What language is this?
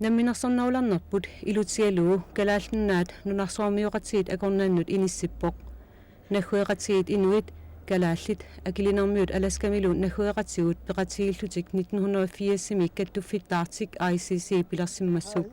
Kalaallisut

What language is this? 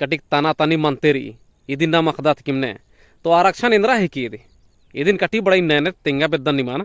Kurukh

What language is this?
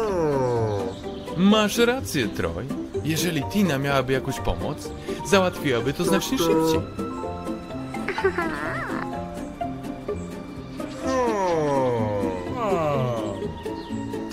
Polish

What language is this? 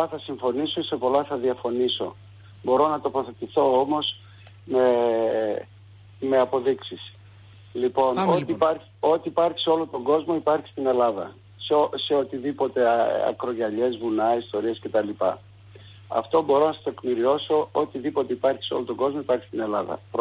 Greek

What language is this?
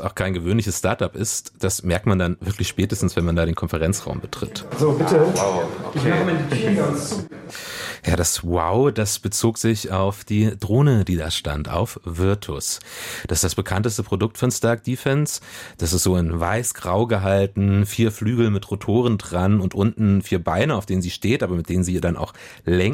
German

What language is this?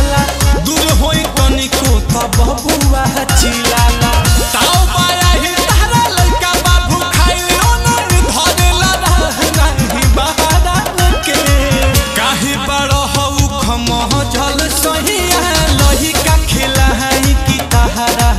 Bhojpuri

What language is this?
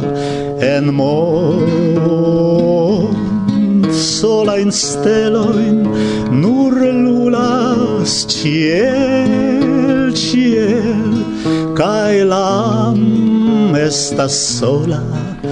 Esperanto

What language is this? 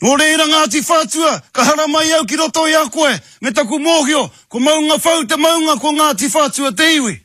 Māori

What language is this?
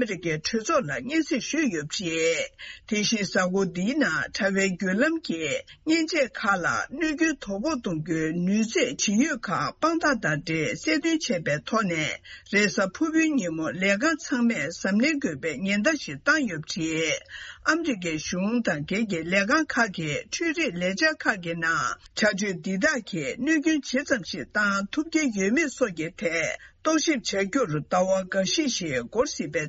Tibetan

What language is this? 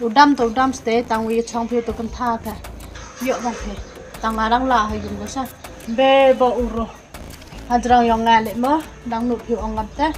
Khasi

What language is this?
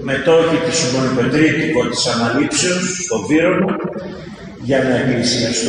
Greek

